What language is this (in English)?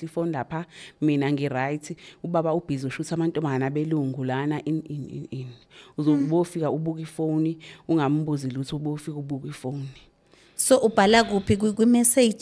Zulu